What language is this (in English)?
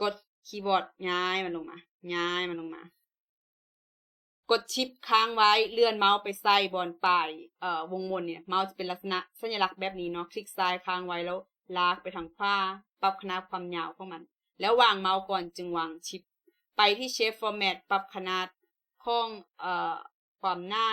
Lao